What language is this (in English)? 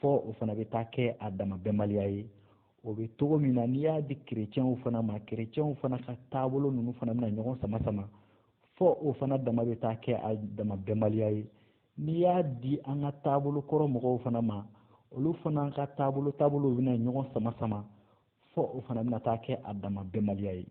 Bambara